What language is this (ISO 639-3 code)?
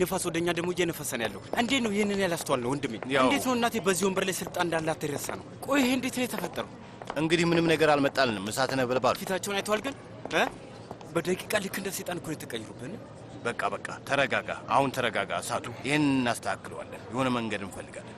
amh